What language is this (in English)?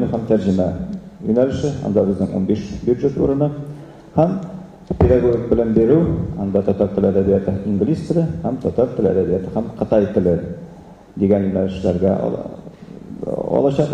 Tatar